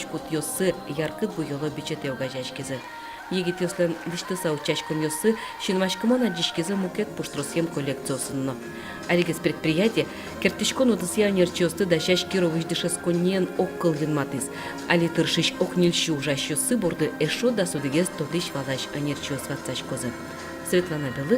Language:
Udmurt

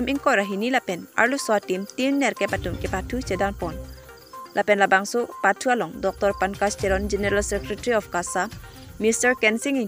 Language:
Karbi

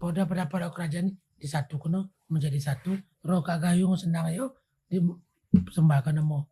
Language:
Achinese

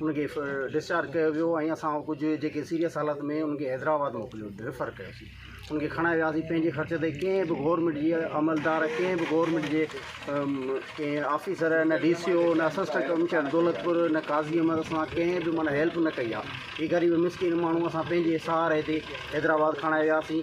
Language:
Sindhi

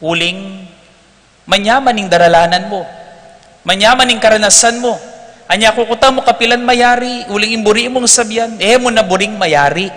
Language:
Pampanga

